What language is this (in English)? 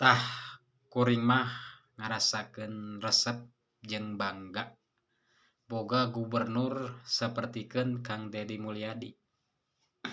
Sundanese